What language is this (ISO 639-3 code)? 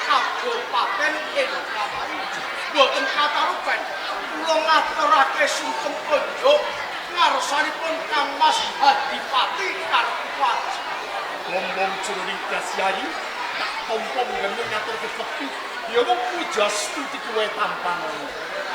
jav